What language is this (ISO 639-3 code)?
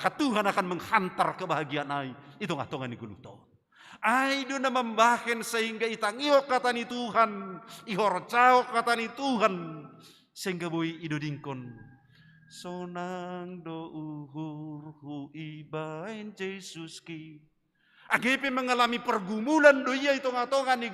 bts